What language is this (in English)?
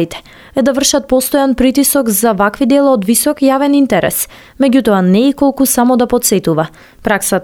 Macedonian